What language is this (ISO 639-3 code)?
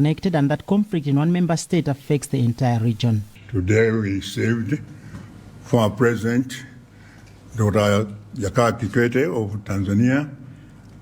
eng